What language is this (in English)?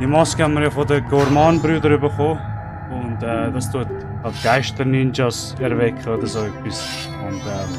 Swiss German